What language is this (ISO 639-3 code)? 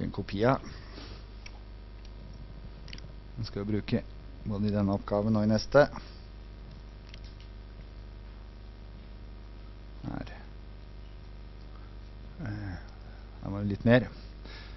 nor